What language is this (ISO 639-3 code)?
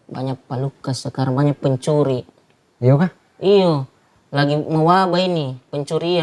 mfp